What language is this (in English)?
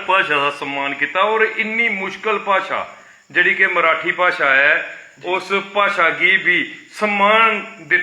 Dogri